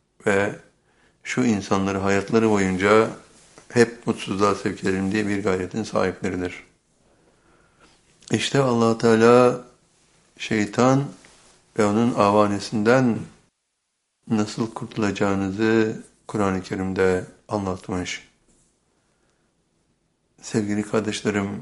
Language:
Turkish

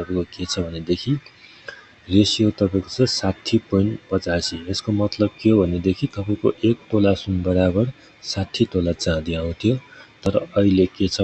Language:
Nepali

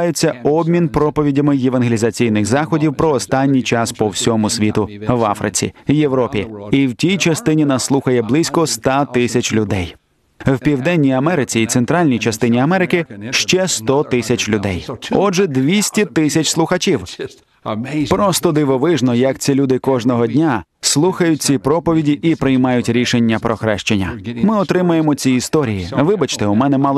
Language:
Ukrainian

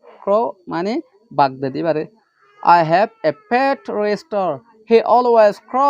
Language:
Rohingya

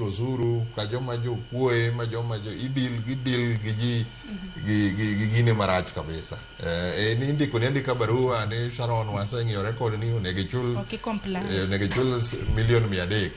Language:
Luo (Kenya and Tanzania)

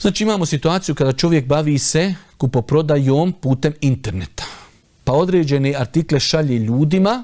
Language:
Bosnian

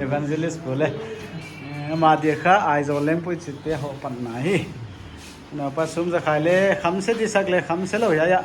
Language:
Paite Chin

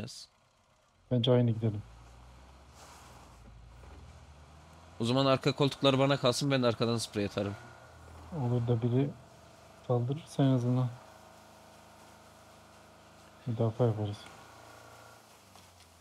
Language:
Turkish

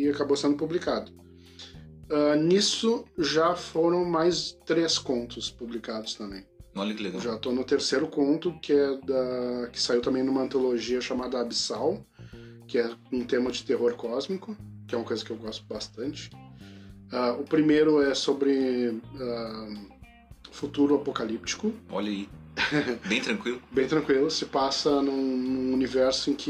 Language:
Portuguese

